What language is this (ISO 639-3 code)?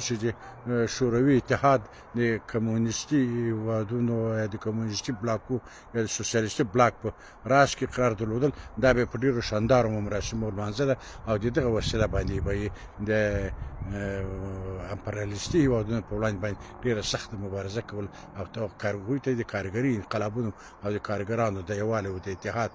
pus